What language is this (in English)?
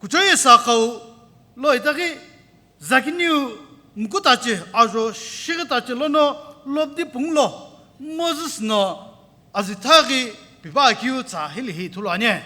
Sumi Naga